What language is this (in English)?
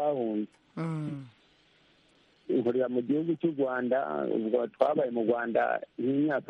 Kinyarwanda